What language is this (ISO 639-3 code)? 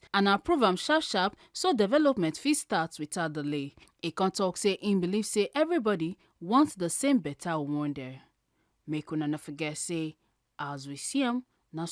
pcm